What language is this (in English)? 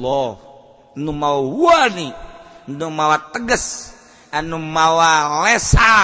Sundanese